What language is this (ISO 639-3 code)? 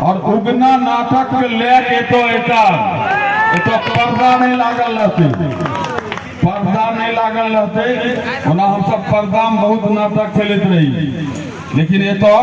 mai